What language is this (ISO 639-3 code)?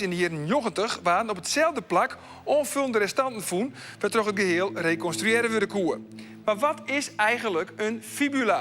fry